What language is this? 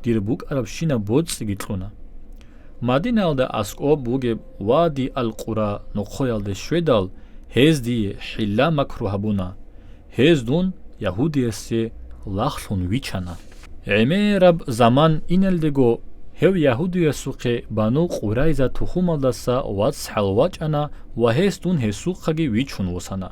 Avaric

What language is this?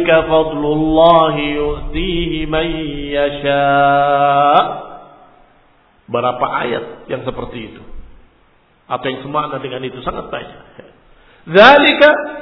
Indonesian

